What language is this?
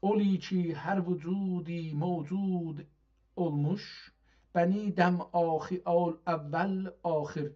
South Azerbaijani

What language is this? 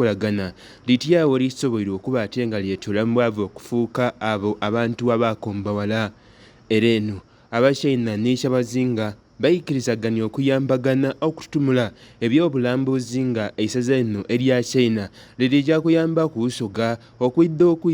Soga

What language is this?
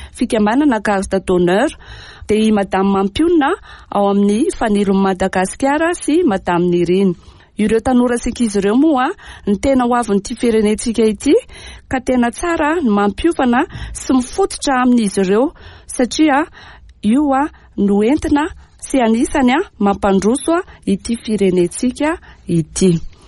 Malagasy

